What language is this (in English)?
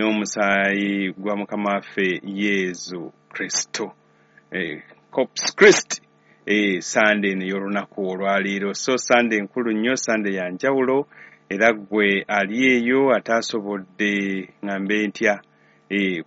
Ganda